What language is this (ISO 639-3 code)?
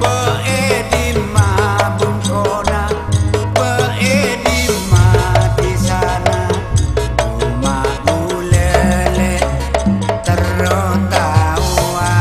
mad